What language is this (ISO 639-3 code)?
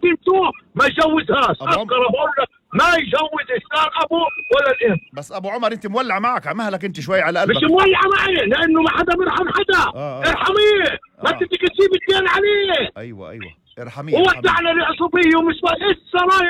apc